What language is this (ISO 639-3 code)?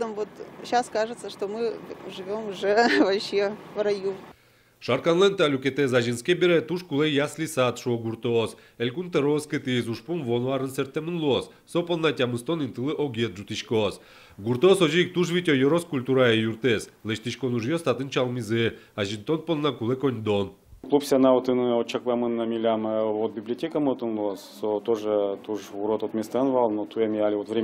udm